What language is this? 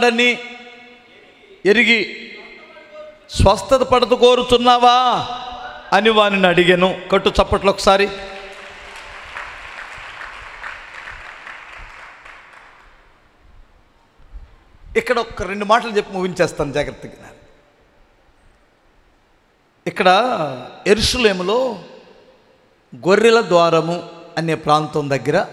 Telugu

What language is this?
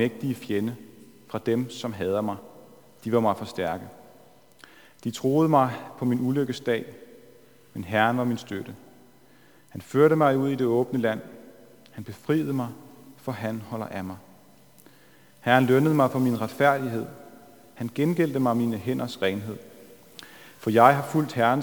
Danish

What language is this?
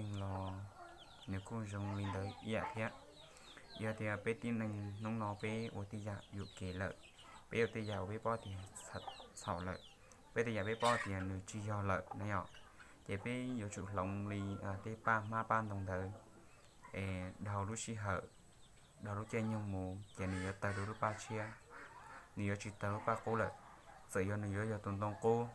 Hmong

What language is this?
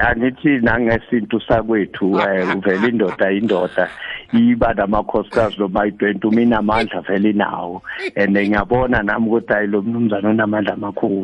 South Ndebele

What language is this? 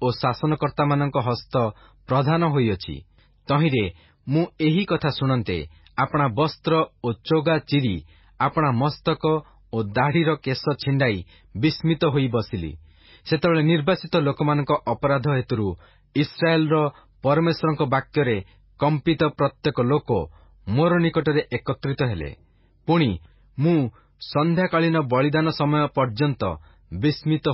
Odia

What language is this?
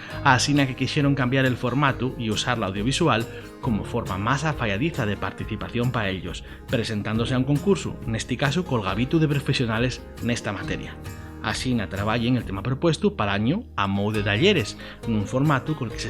Asturian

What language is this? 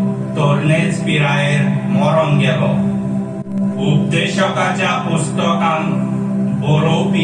Konkani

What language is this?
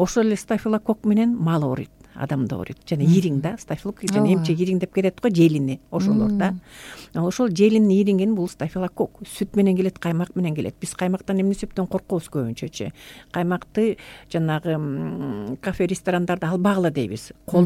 Kyrgyz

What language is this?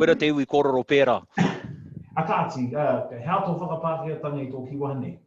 Māori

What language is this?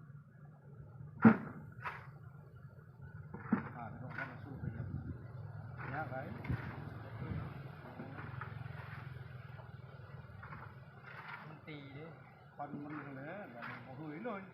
Lao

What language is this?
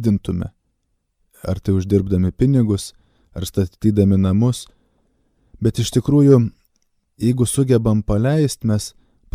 Lithuanian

